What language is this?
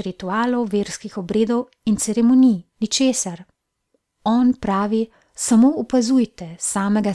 Slovenian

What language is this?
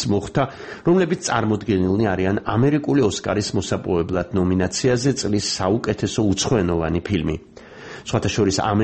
Georgian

